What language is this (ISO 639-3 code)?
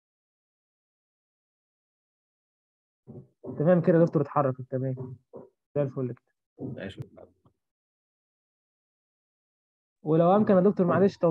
arz